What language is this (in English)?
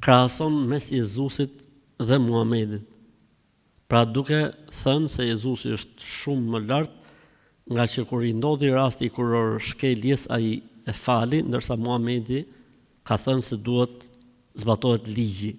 Albanian